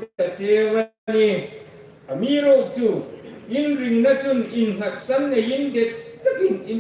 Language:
Hmar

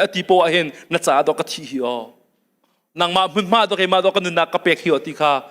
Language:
Hakha Chin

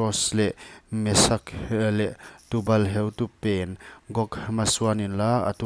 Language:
Paite Chin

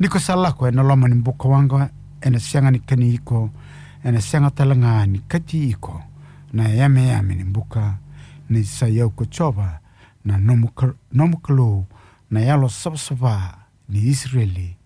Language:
Fijian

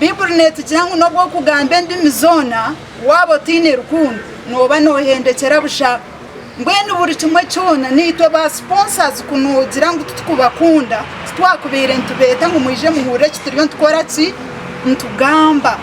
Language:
Nyankole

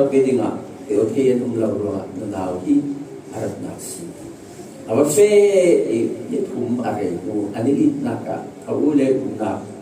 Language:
Falam Chin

